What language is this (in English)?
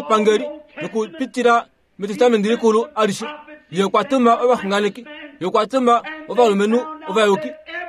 Kuanyama